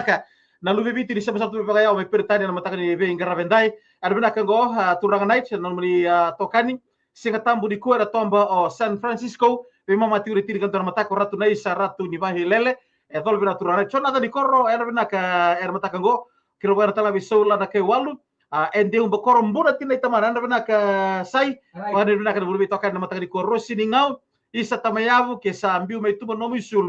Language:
Fijian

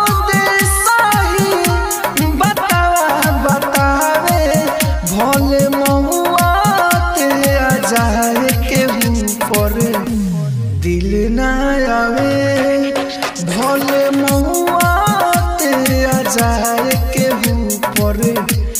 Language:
Bhojpuri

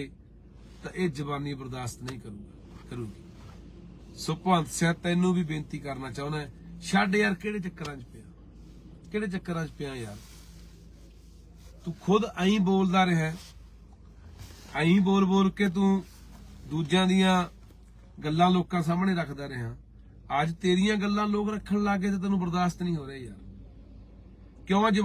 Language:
Punjabi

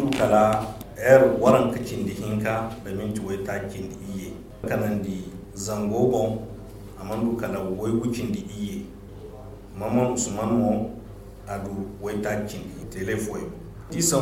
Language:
Zarma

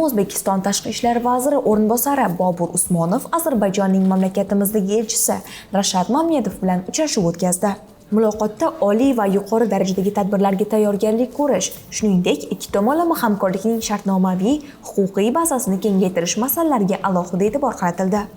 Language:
Uzbek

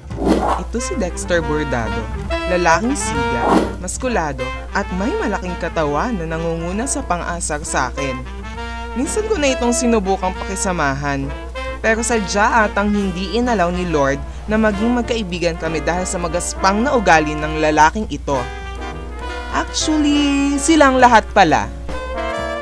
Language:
Filipino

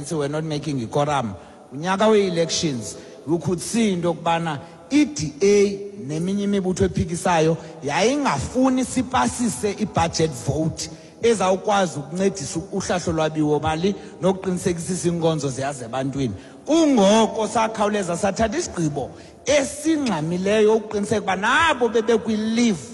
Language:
Xhosa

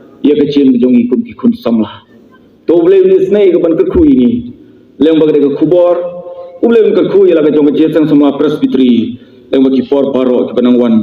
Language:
Khasi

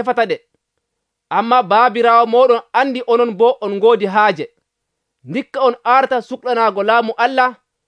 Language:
Nigerian Fulfulde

